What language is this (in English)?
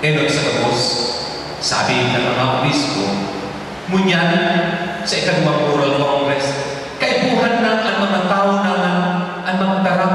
Bikol